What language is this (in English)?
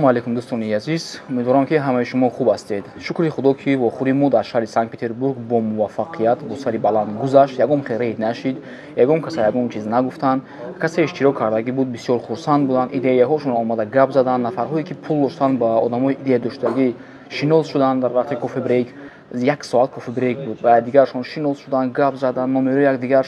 Tajik